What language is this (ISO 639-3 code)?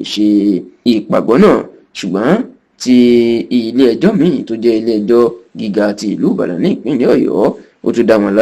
yor